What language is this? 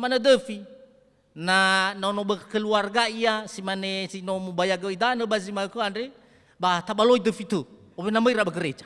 Nias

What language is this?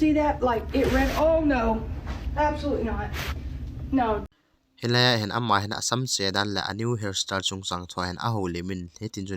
Thado Chin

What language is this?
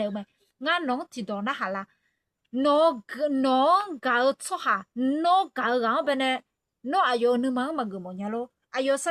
Akha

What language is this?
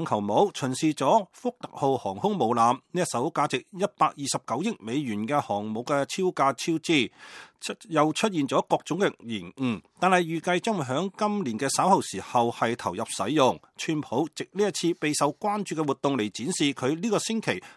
Cantonese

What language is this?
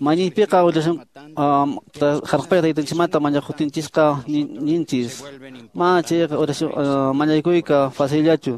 Quechua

